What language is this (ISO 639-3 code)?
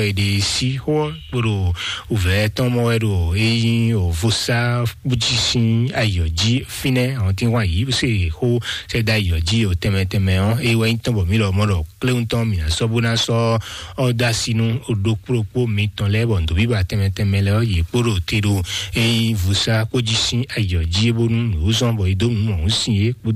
fon